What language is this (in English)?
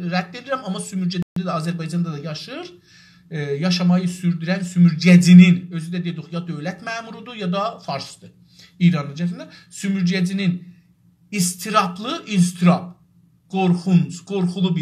South Azerbaijani